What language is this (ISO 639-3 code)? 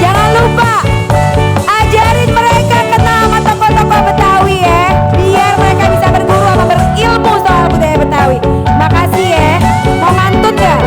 bew